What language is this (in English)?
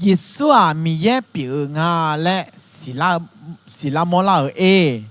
Akha